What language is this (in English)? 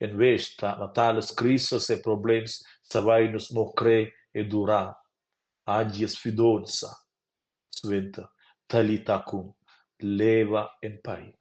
Romansh